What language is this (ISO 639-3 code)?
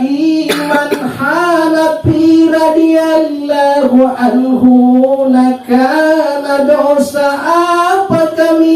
mak